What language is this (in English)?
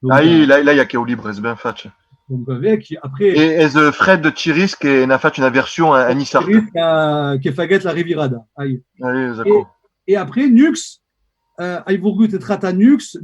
Occitan